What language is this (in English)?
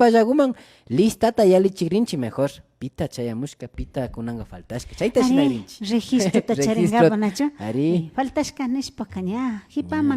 Imbabura Highland Quichua